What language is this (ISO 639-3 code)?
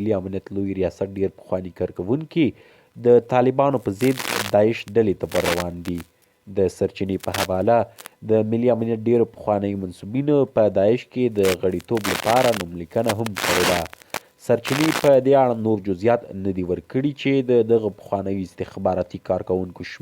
pus